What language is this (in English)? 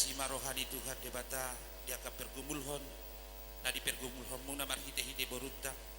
Batak Toba